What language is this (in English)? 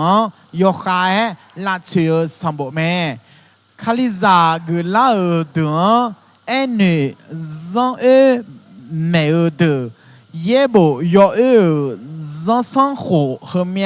Akha